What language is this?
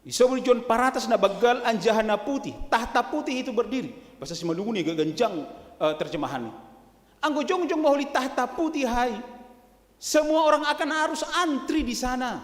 Batak Simalungun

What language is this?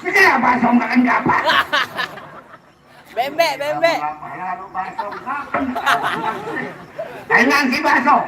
Sasak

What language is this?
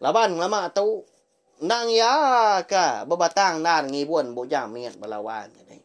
Iban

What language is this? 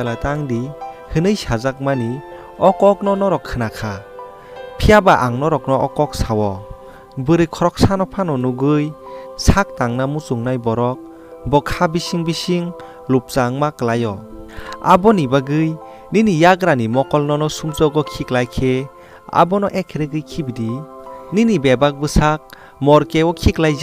Kok Borok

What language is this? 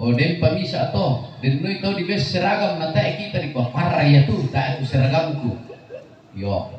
Toraja-Sa'dan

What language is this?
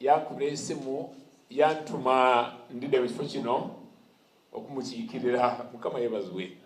Soga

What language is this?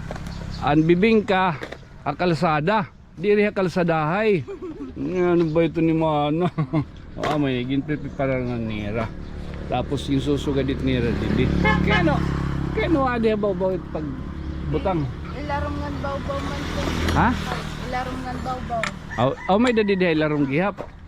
Waray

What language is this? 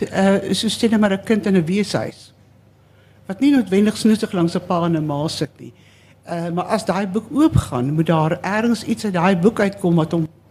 Afrikaans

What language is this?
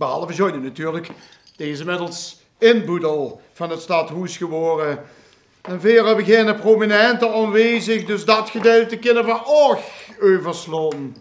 Limburgish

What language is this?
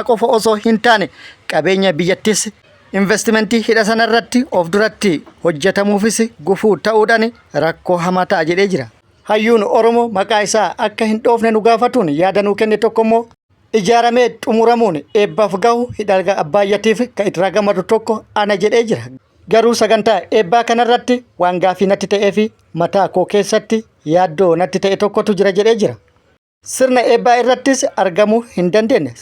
Oromo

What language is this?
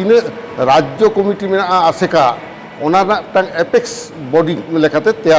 Santali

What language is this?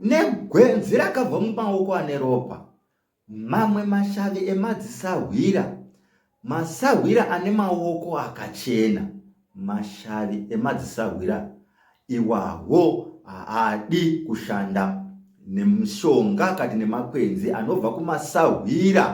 Shona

